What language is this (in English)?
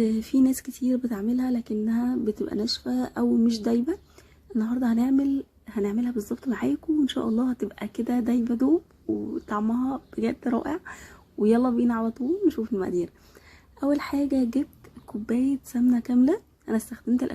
Egyptian Arabic